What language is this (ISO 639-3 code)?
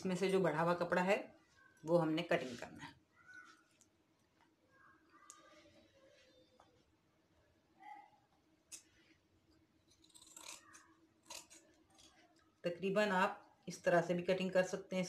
hin